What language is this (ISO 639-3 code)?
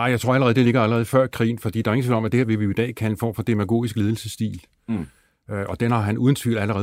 dan